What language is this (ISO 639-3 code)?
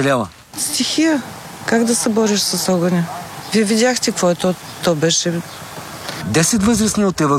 bul